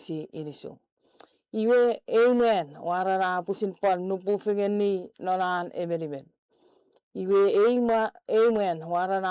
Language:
Chuukese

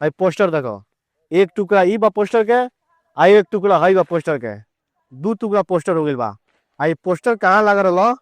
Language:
Bhojpuri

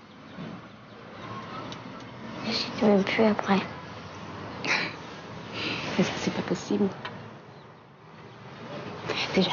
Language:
French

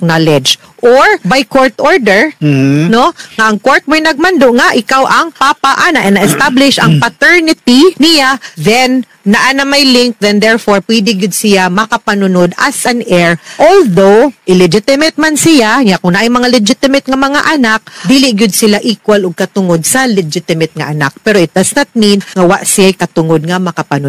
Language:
Cebuano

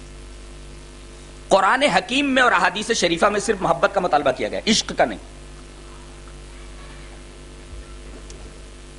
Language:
Urdu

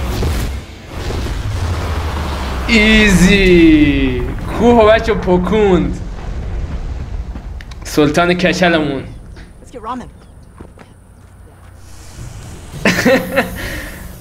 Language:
Persian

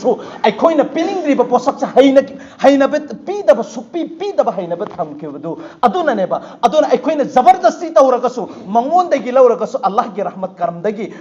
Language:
Manipuri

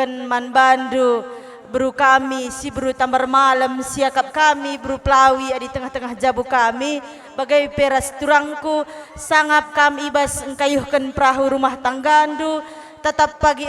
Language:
Batak Karo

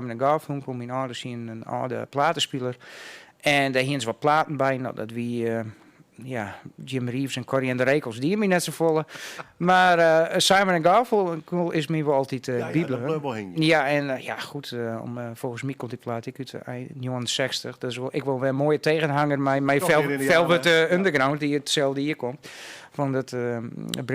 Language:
Western Frisian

